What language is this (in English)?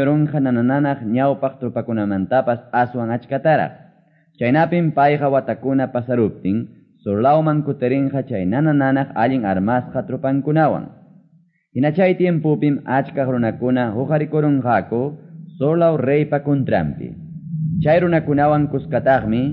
Quechua